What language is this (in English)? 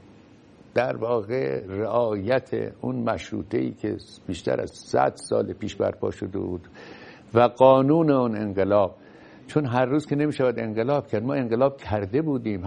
Persian